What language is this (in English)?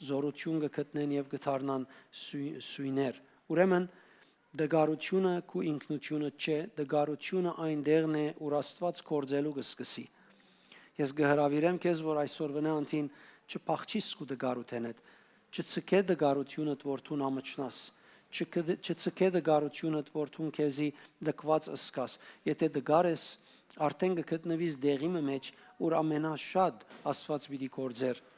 Western Armenian